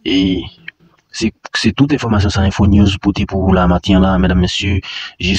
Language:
Haitian Creole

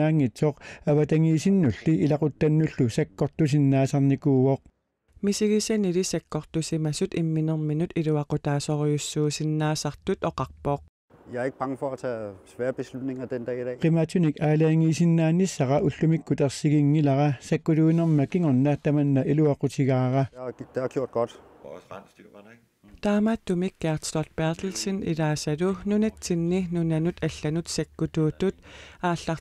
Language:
Kalaallisut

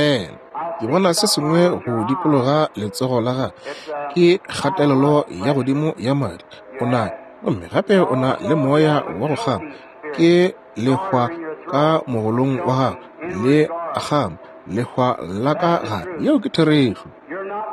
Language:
Northern Sotho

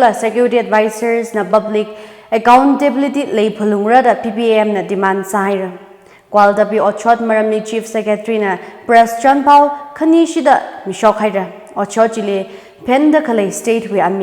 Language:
Tangkhul Naga (India)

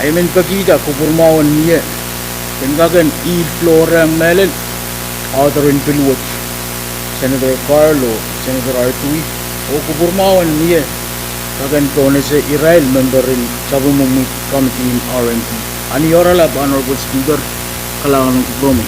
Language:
Pohnpeian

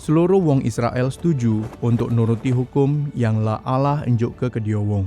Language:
Musi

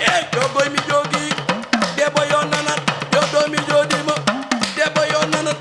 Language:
Fula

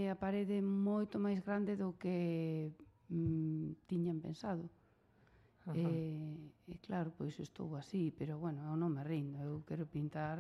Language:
Galician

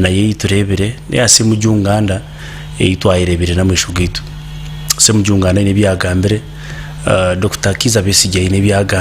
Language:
Nyankole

